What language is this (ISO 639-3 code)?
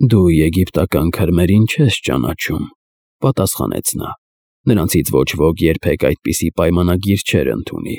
hye